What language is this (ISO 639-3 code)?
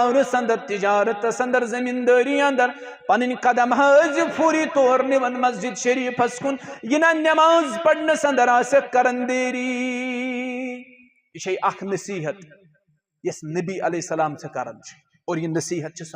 kas